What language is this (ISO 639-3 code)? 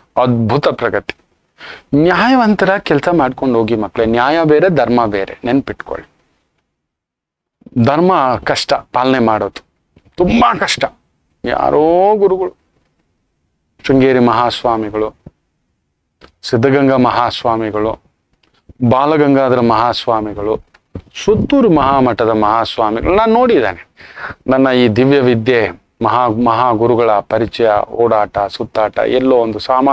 kan